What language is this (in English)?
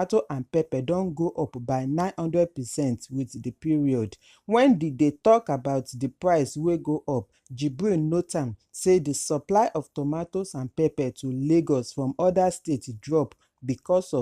Nigerian Pidgin